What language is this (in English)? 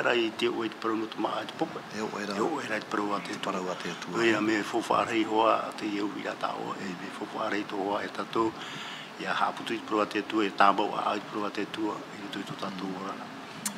Tahitian